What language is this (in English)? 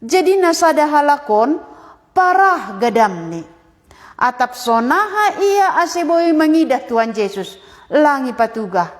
Batak Simalungun